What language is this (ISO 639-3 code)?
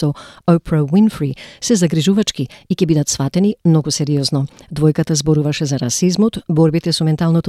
mkd